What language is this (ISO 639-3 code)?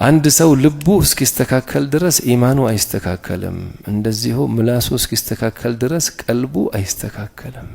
amh